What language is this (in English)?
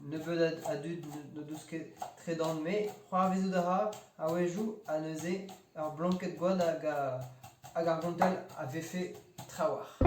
Breton